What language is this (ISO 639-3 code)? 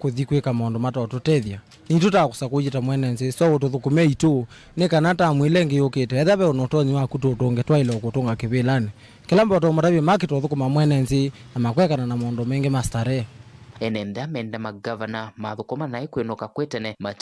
kam